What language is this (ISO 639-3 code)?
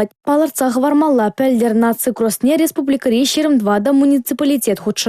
chv